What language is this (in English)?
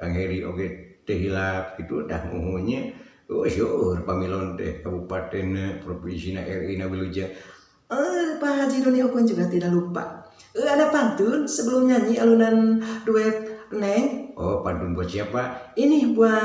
Sundanese